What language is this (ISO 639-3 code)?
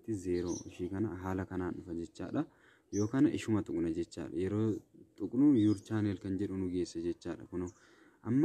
orm